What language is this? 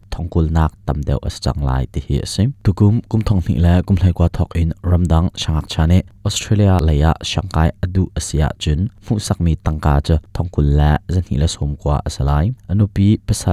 Hakha Chin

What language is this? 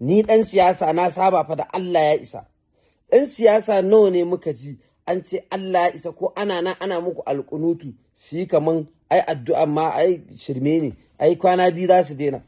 Hausa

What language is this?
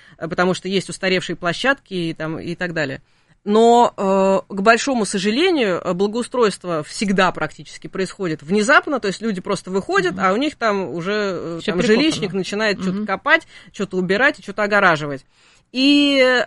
Russian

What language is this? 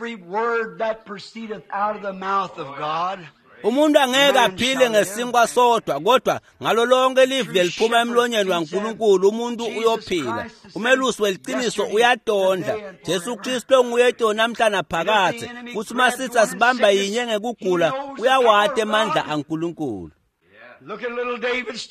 Swati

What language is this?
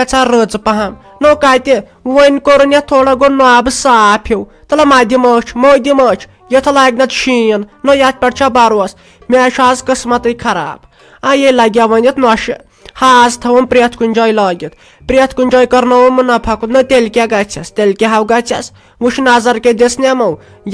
Kashmiri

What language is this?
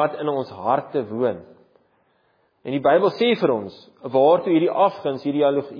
Afrikaans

